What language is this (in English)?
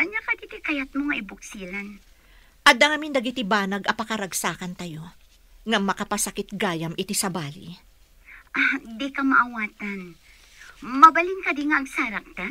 Iloko